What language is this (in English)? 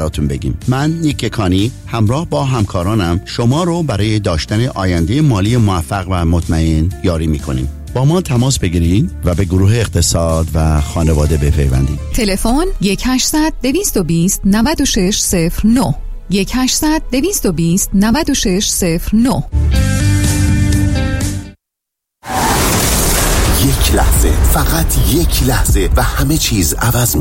Persian